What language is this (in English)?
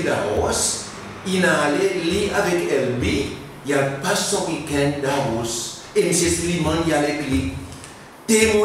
Seselwa Creole French